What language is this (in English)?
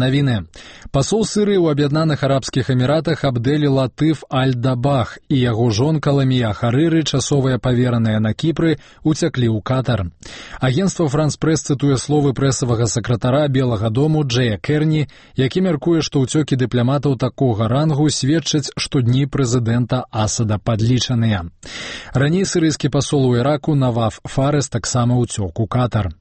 Belarusian